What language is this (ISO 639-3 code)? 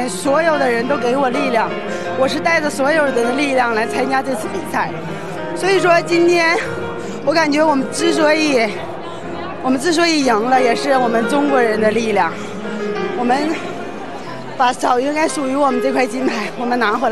zho